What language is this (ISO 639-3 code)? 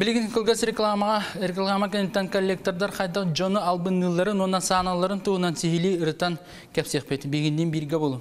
sah